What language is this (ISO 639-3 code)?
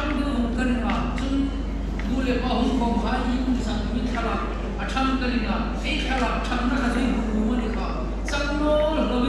hmr